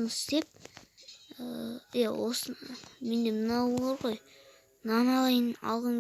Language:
Kazakh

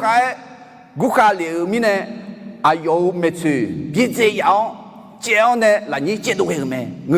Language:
Akha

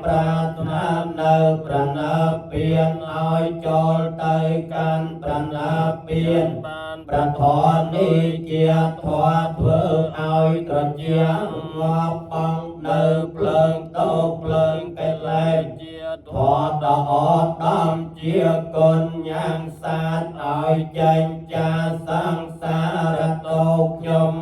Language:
Khmer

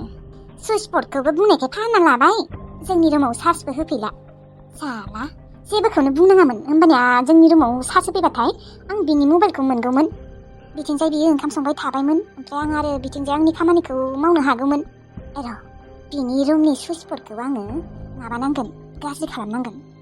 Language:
Bodo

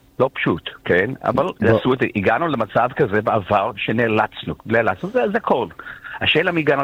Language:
Hebrew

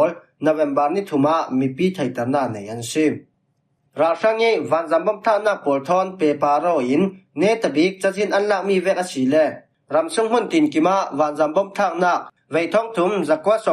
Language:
Falam Chin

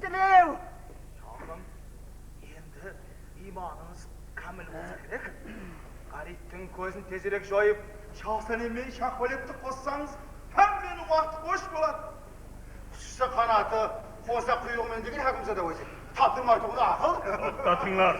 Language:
Kara-Kalpak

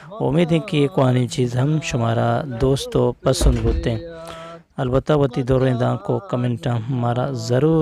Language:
Eastern Balochi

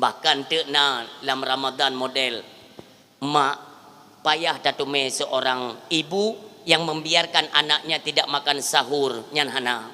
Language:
Achinese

